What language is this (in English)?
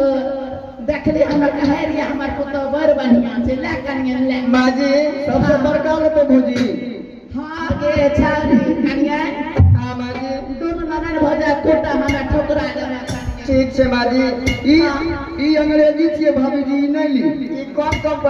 Angika